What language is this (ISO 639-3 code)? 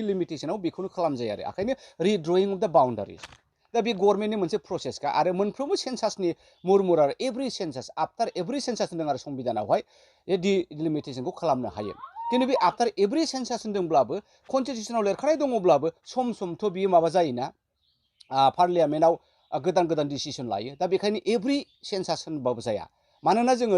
brx